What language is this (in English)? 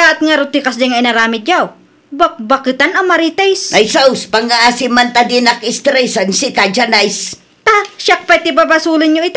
Iloko